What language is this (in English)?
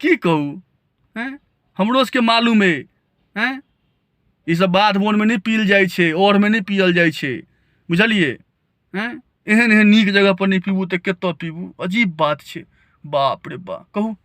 Maithili